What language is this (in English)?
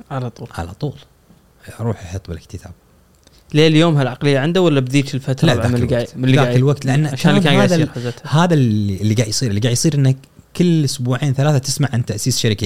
Gulf Arabic